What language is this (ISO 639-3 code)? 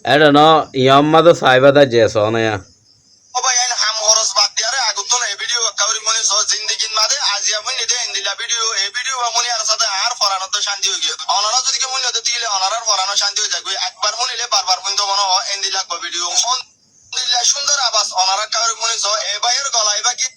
rhg